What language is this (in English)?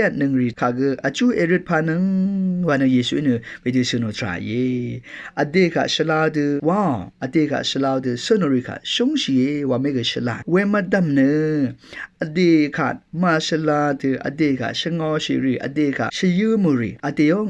Rawang